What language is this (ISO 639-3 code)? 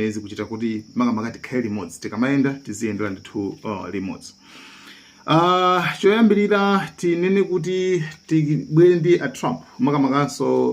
nya